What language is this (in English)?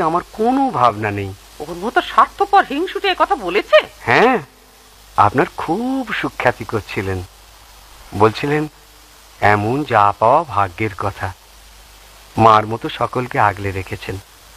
Bangla